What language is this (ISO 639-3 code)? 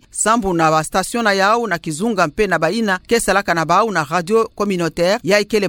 ktu